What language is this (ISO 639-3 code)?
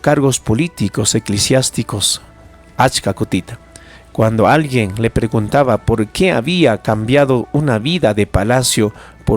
quy